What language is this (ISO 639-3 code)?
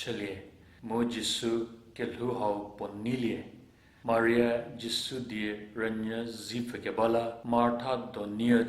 njm